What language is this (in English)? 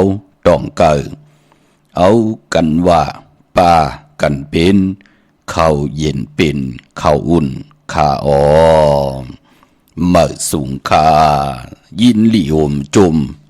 Shan